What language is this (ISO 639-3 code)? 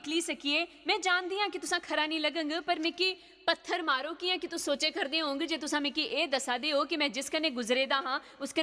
doi